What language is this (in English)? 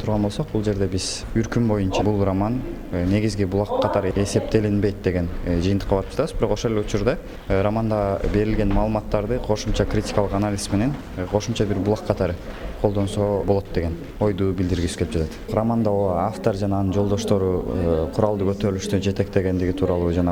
Kyrgyz